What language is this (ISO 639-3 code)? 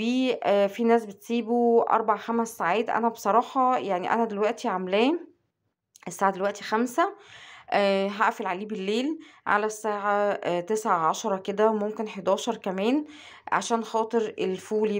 arz